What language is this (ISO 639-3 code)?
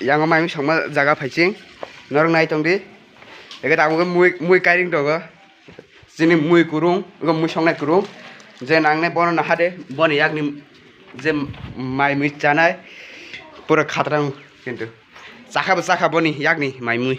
trp